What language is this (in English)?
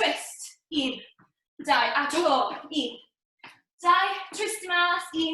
Welsh